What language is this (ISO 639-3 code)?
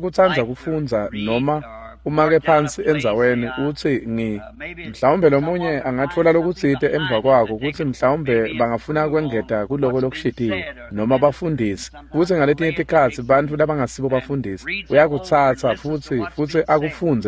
ssw